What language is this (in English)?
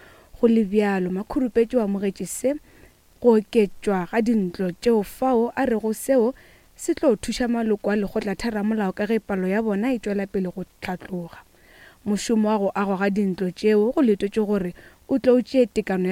Northern Sotho